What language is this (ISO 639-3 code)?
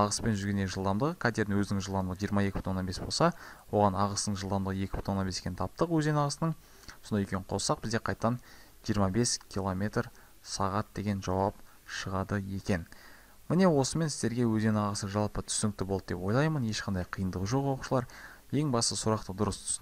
kaz